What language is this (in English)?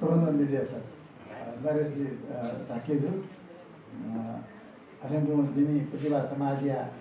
Newari